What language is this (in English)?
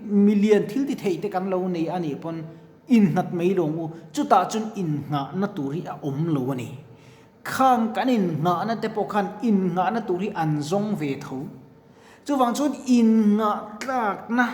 Mizo